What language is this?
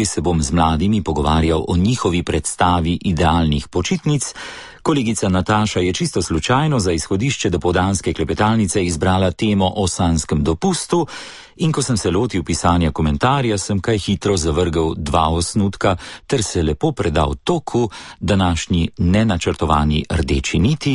Slovenian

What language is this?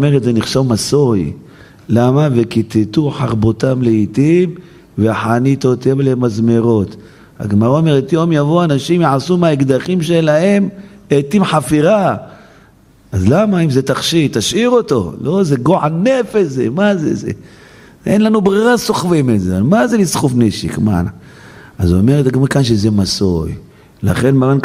Hebrew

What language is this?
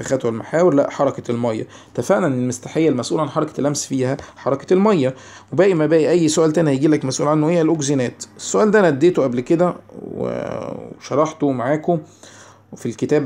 Egyptian Arabic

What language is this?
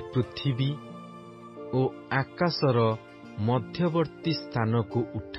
Odia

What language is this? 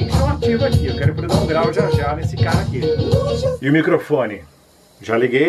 Portuguese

